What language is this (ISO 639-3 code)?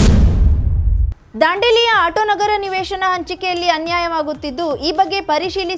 kan